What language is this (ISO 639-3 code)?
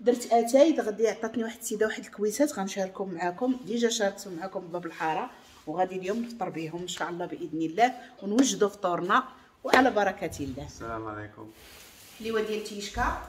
ary